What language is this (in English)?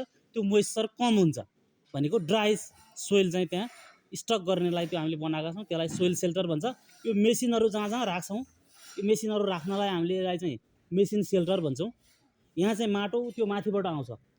Nepali